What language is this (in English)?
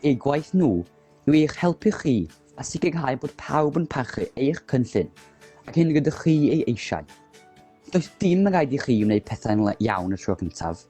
Welsh